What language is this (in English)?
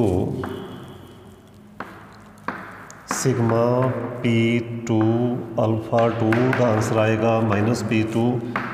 Punjabi